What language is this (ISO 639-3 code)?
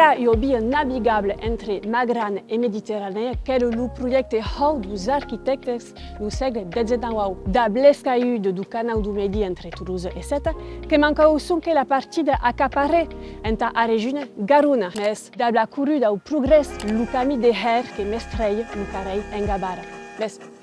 oci